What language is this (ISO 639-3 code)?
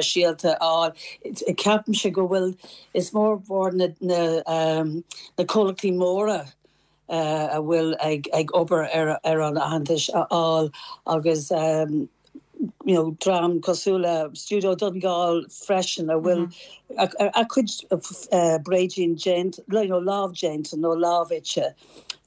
gle